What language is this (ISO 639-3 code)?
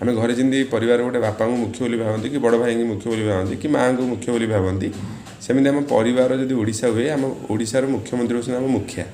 ori